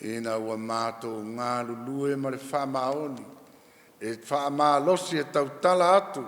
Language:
Samoan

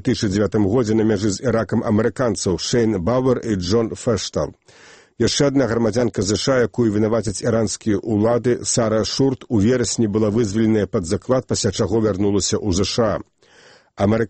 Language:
Belarusian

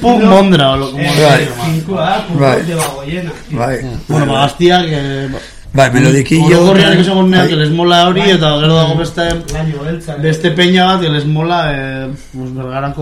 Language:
Basque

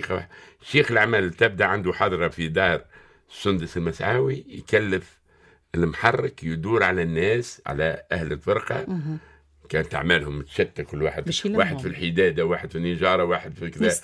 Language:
Tunisian Arabic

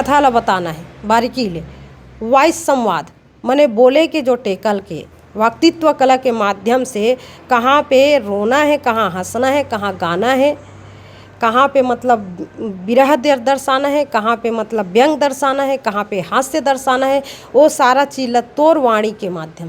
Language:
Chhattisgarhi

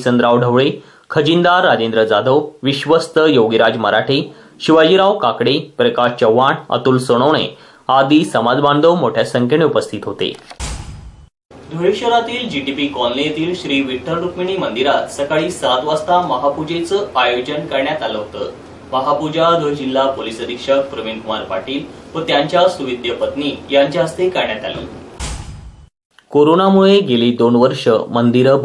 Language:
Marathi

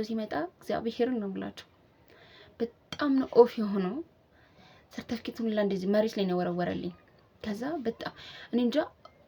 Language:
Amharic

